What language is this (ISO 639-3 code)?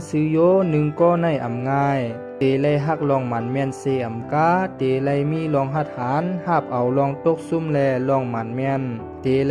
shn